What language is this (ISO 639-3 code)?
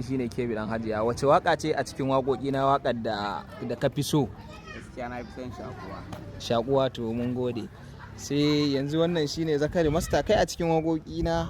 hau